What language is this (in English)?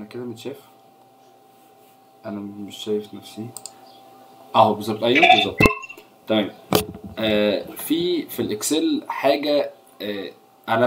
Egyptian Arabic